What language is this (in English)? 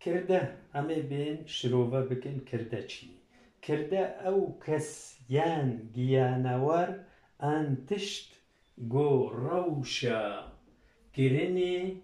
Kurdish